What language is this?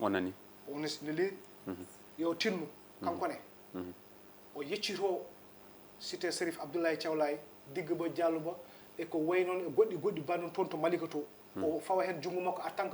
Fula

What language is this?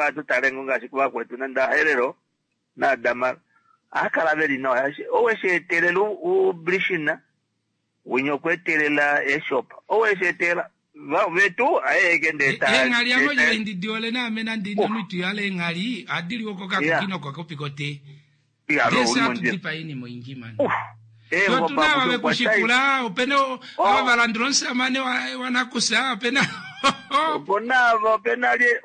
Kuanyama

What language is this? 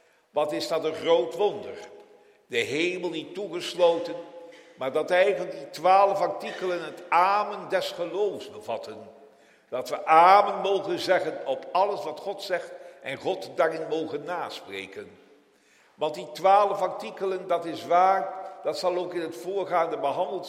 Dutch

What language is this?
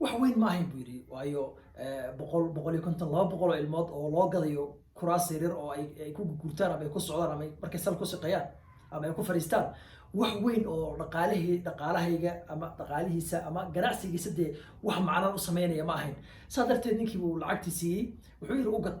Somali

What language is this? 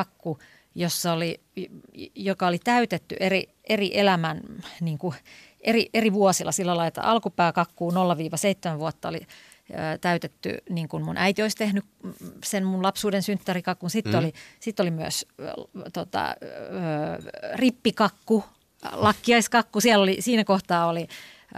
Finnish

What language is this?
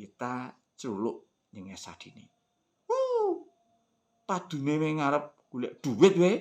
Javanese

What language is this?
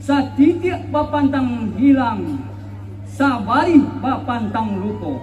Minangkabau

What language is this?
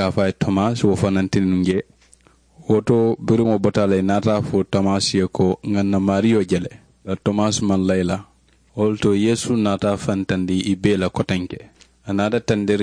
Mandingo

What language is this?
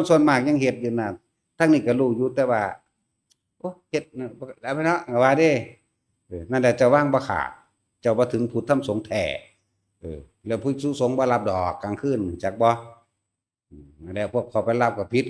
Northeastern Thai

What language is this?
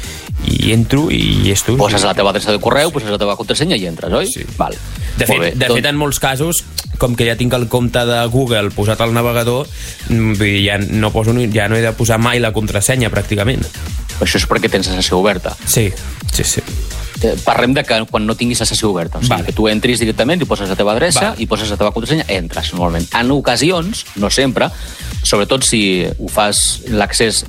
Catalan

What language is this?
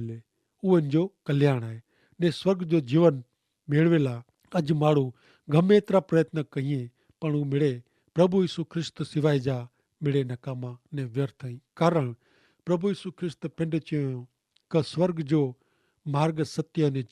Kachhi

